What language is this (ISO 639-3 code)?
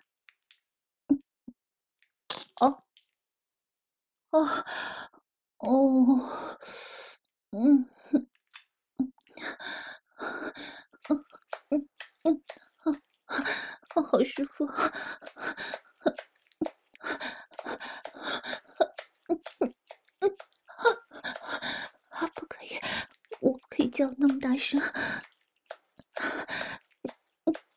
zho